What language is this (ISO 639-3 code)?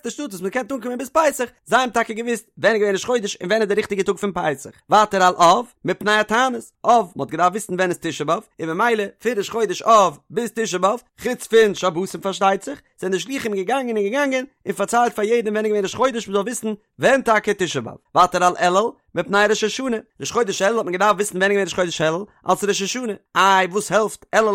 yid